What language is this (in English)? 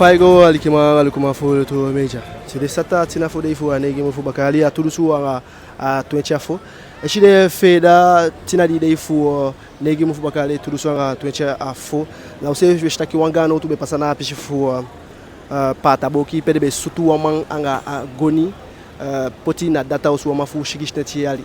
Eastern Maroon Creole